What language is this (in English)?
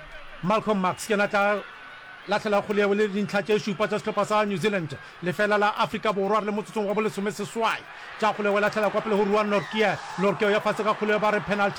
Northern Sotho